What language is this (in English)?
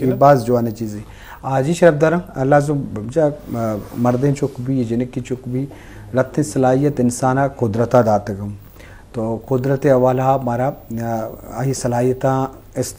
Baluchi